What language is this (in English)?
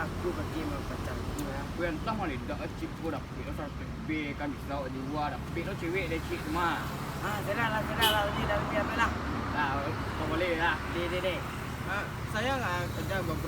Minangkabau